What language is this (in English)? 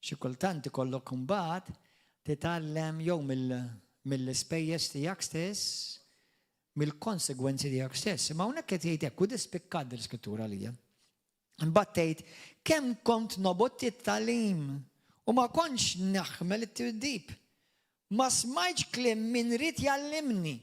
Maltese